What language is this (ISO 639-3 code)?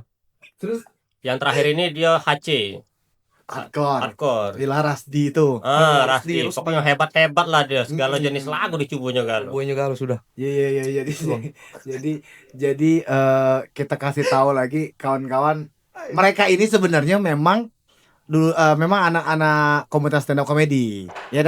mui